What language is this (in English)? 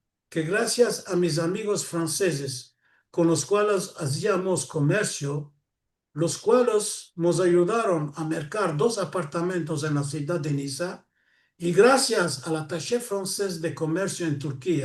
Ladino